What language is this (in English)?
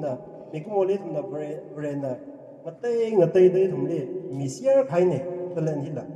Tangkhul Naga (India)